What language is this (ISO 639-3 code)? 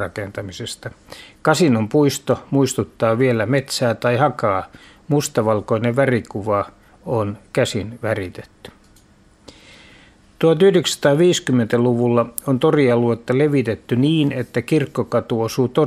fin